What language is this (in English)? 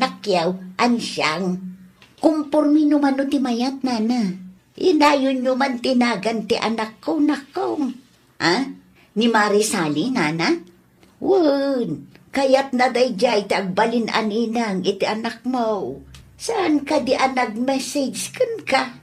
Iloko